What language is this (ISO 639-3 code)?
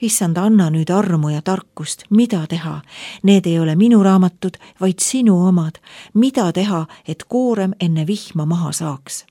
est